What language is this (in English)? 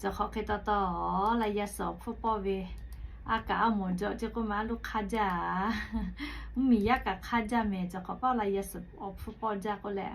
Lahu